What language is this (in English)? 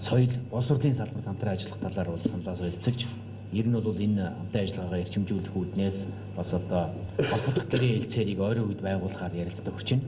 Mongolian